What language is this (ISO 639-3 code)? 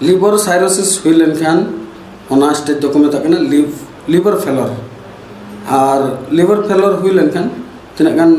sat